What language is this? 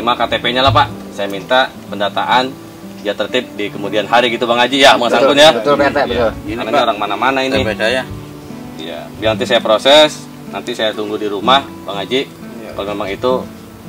Betawi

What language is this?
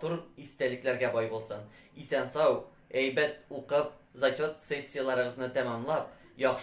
Tatar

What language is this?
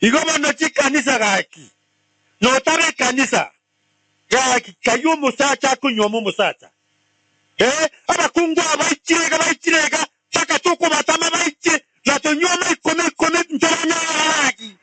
Gusii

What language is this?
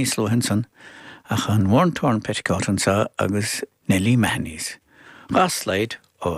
Irish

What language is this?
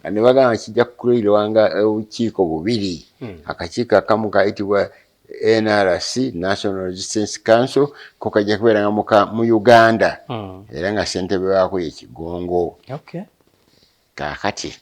Ganda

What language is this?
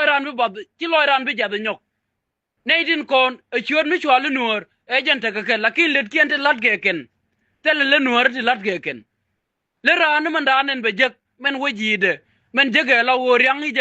Nuer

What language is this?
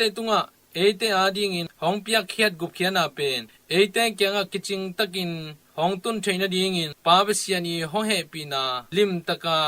Tedim Chin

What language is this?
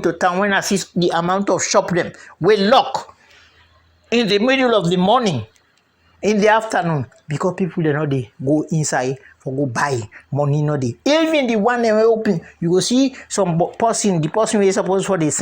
Krio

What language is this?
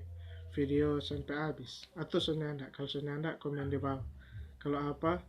Manado Malay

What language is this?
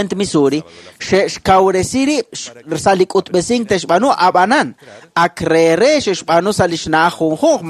Kekchí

